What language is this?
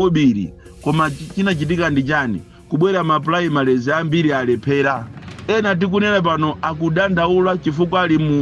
Nyanja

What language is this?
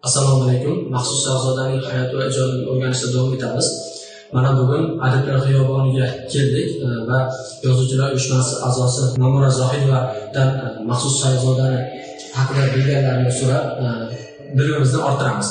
Uzbek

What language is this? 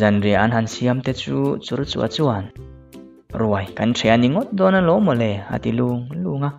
Mizo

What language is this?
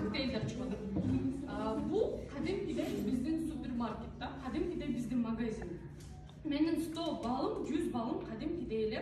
Kyrgyz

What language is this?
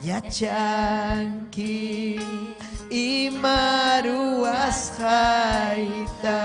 Ayacucho Quechua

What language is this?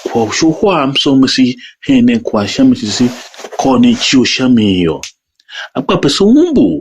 Tiv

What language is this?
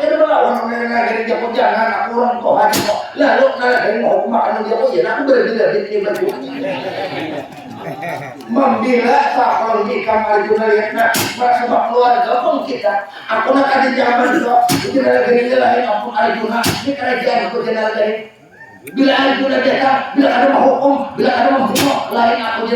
Banjar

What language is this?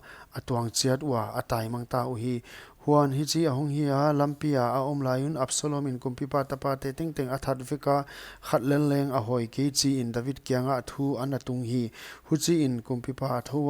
Paite Chin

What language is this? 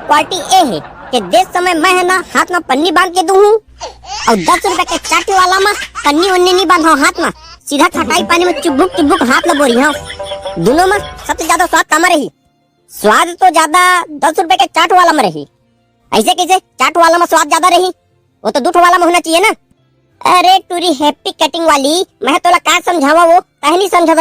Chhattisgarhi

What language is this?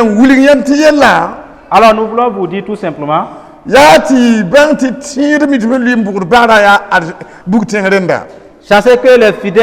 Mossi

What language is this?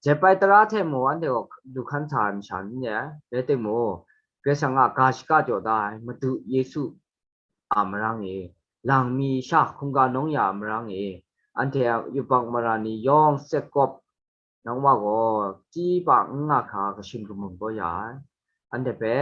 Kachin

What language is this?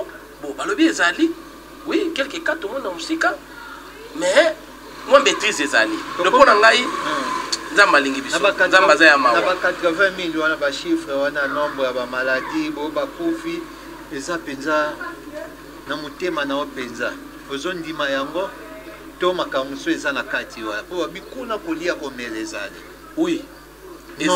Lingala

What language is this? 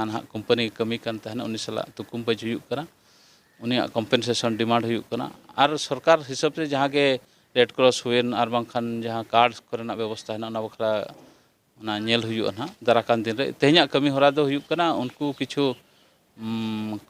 Santali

